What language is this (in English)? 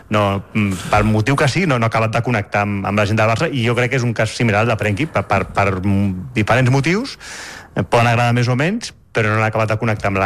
Catalan